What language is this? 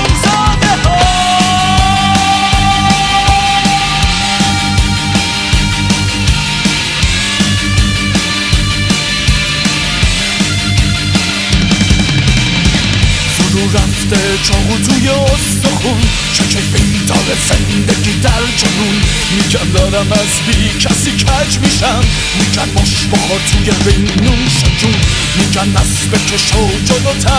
Persian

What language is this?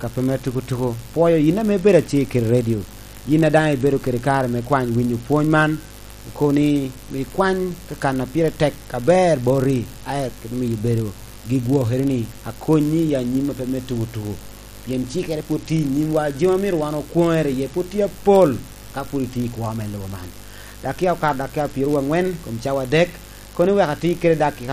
Lango (Uganda)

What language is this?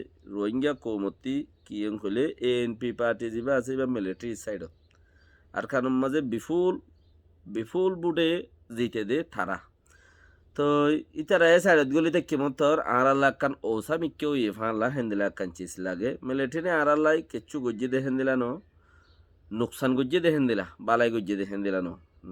Rohingya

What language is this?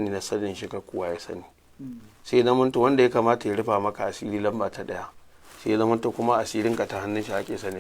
Hausa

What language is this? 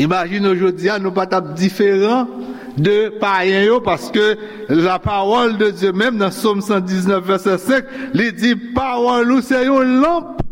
Haitian Creole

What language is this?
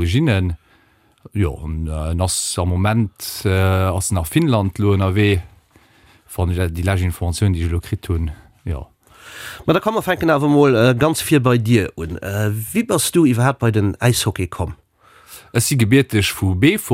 Luxembourgish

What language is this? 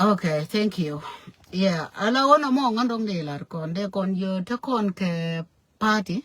Nuer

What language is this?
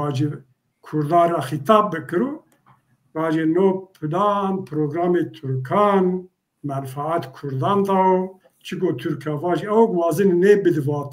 Zaza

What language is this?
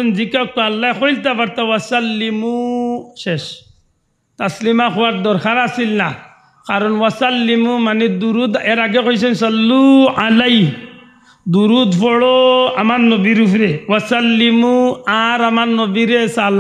Sylheti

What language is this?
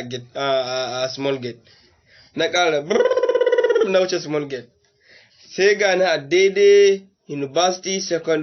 Hausa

